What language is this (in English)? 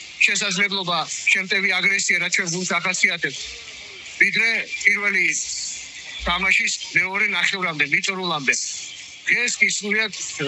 Georgian